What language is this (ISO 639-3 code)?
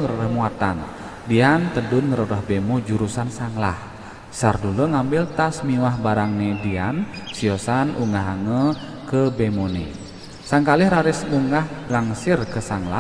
ban